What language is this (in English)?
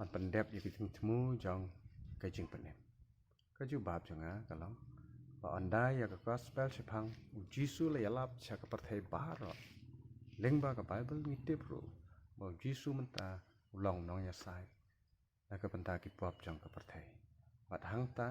Khasi